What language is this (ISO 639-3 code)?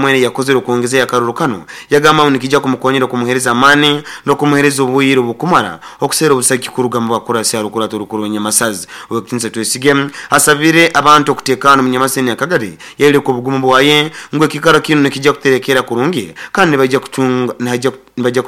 nyo